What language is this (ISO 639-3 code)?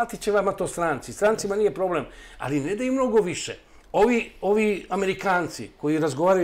srp